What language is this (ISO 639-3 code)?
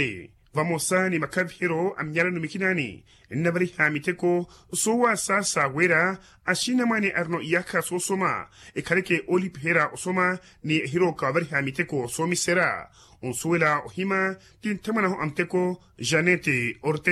vmw